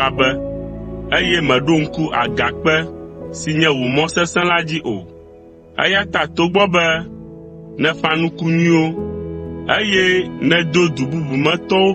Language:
Ewe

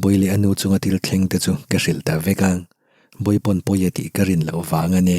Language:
Mizo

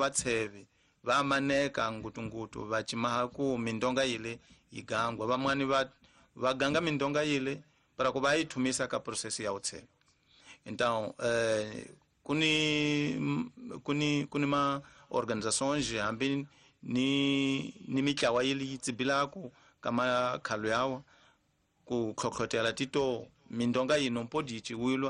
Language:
Tsonga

